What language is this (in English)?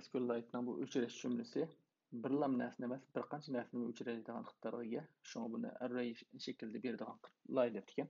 Uyghur